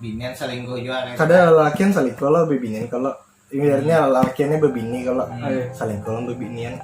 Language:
Banjar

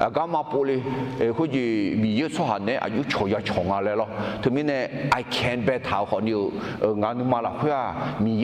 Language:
Akha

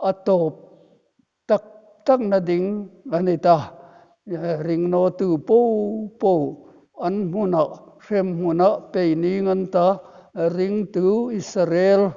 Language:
Hmar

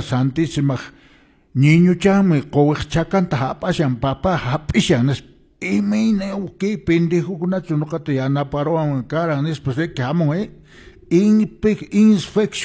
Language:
Quechua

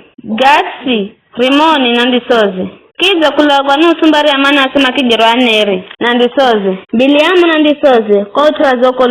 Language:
Giryama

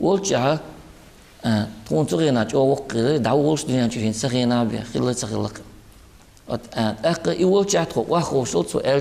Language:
Chechen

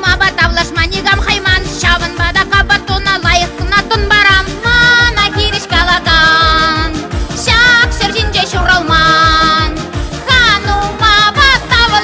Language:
Chuvash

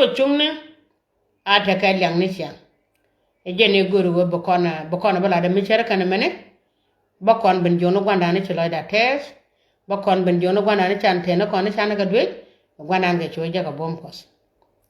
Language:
Nuer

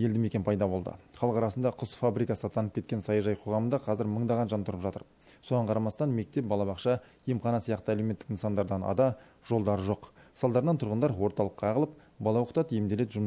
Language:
Kazakh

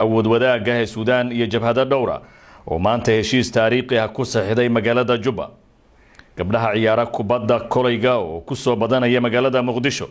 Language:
Somali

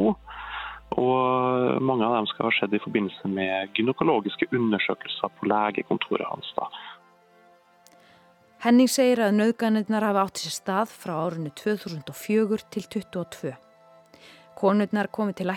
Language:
Icelandic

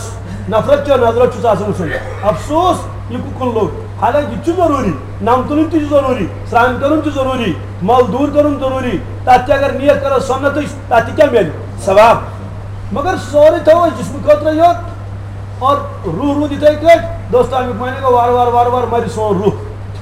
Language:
Kashmiri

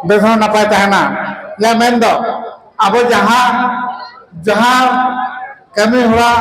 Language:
Santali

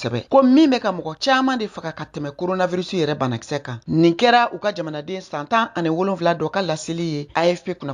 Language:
Bambara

